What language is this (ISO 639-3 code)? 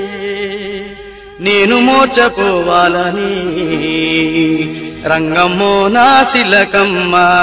tel